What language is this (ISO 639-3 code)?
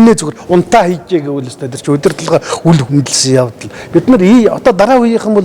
mon